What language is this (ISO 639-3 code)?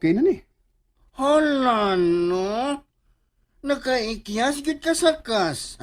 ceb